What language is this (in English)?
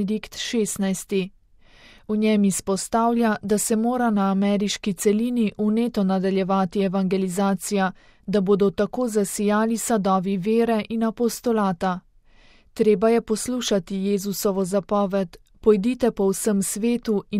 Slovenian